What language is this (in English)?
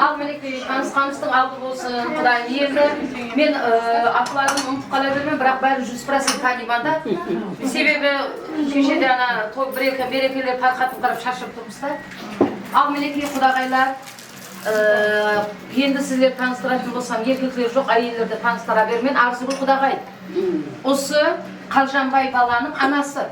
Kara-Kalpak